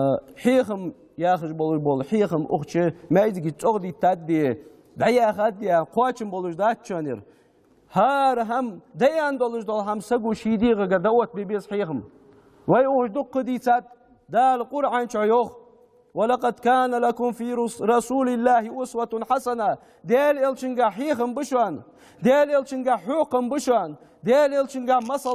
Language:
Ingush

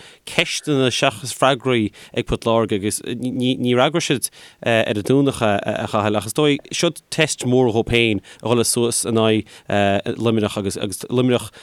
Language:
Irish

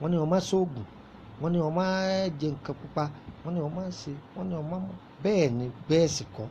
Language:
Yoruba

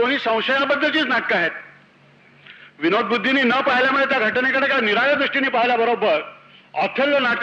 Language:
Marathi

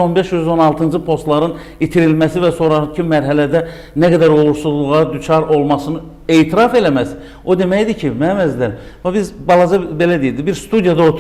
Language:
Azerbaijani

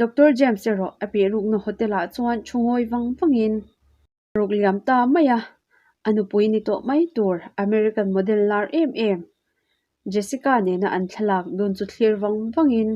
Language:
Mizo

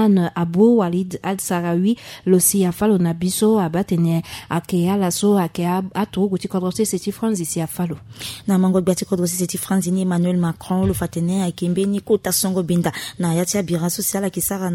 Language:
Sango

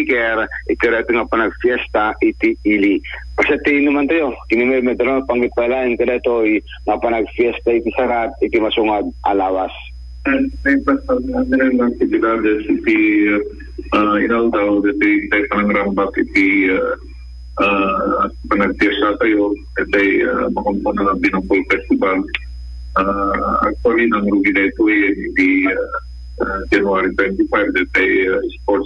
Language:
Iloko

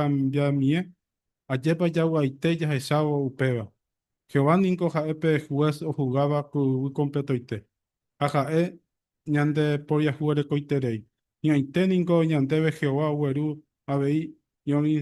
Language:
Guarani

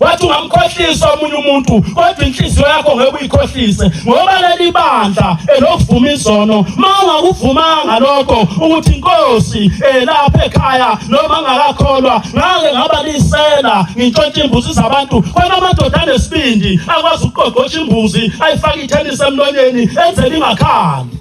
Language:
Zulu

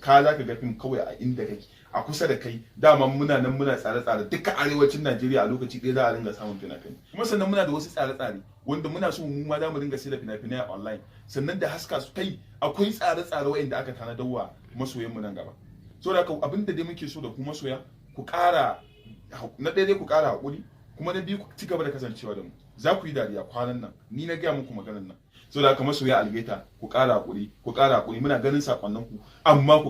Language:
Hausa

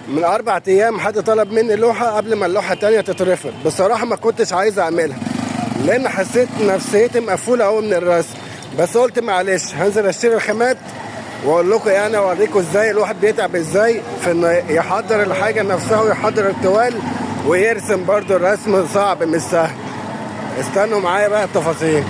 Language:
Egyptian Arabic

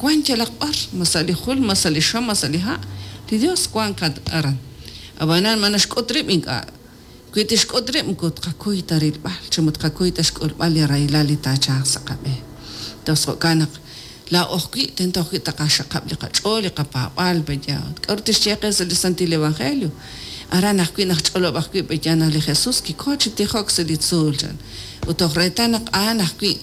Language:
Kekchí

